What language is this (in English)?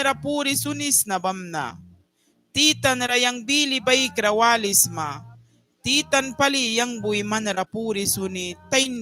Mískito